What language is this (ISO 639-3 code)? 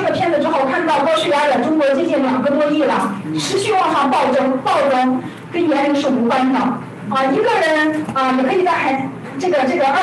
zho